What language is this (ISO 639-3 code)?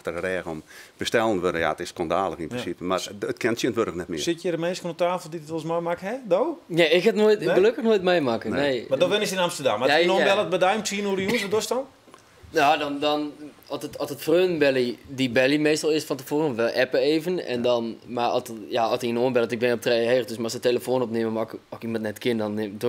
fry